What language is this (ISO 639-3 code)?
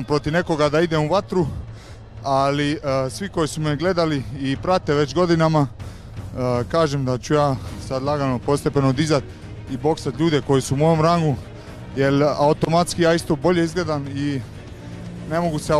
hrv